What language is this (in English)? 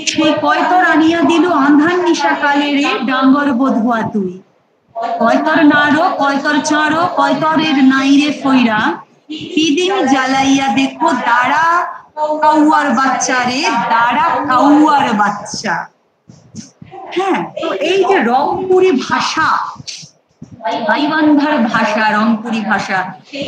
Bangla